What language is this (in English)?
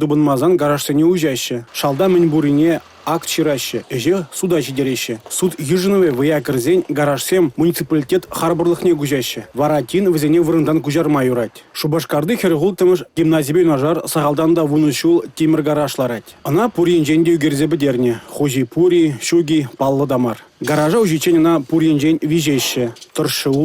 Chuvash